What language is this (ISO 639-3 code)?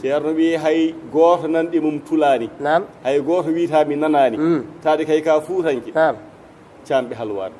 ful